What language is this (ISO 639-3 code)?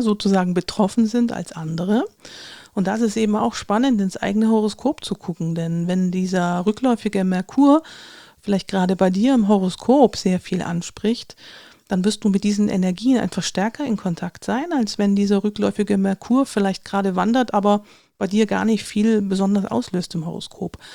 deu